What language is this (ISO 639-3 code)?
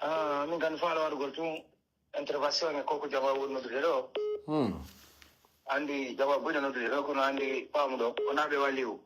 fuf